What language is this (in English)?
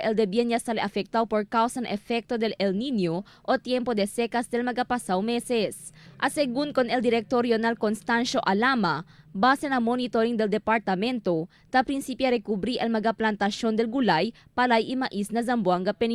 Chavacano